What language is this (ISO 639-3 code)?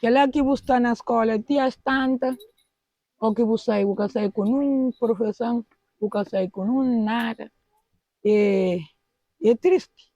kea